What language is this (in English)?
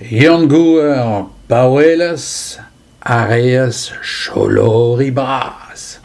Breton